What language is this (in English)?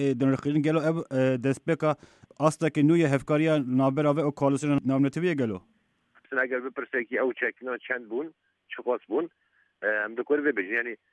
Kurdish